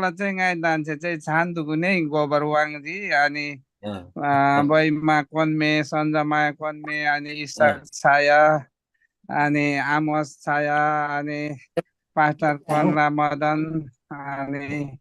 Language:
Eastern Tamang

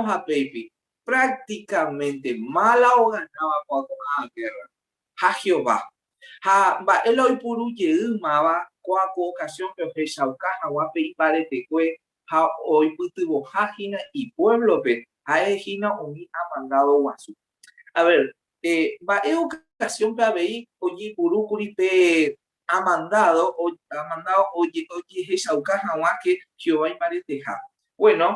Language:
Guarani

